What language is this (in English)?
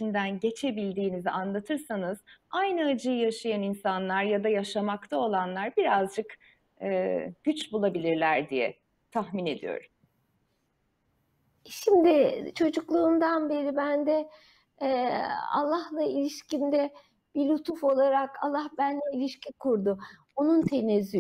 Turkish